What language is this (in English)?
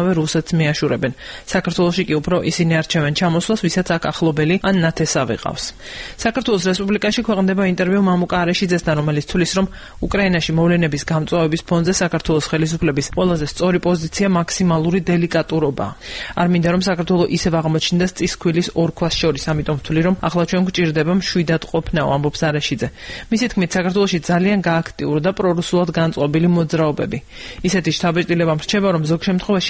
Georgian